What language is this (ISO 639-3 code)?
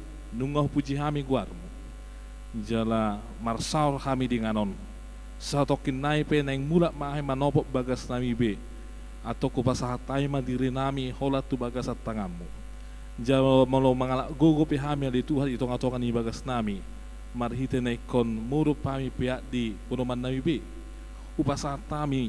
bbc